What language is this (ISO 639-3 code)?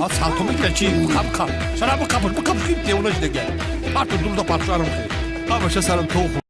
tgk